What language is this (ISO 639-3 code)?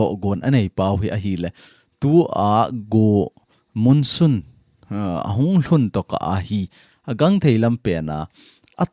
tcz